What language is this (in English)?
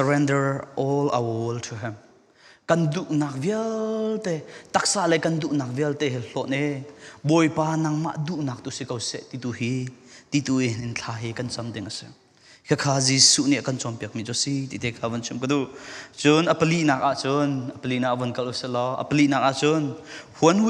Falam Chin